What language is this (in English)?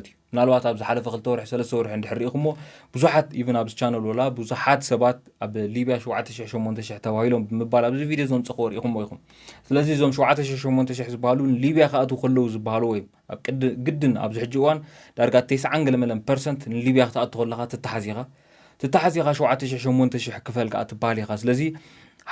Tigrinya